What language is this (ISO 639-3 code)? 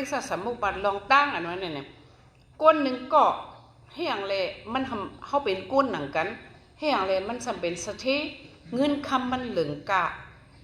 shn